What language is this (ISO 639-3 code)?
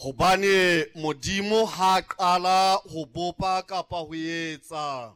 sot